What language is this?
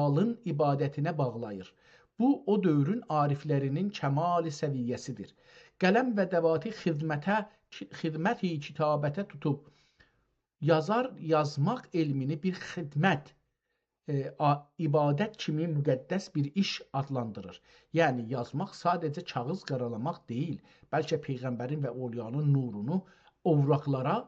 South Azerbaijani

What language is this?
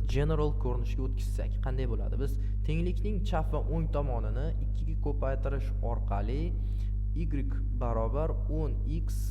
Uzbek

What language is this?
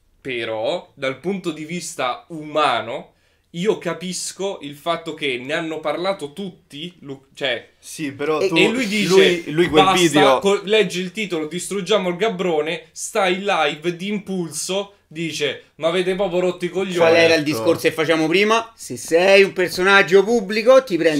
Italian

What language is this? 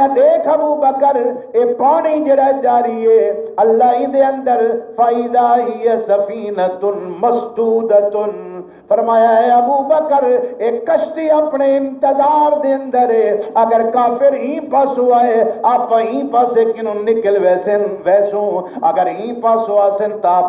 Saraiki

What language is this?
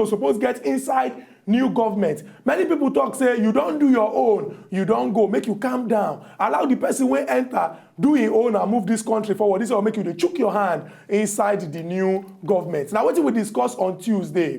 Nigerian Pidgin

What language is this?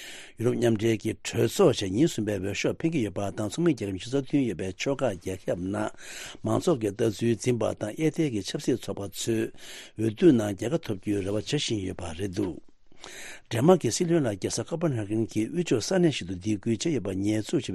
Tibetan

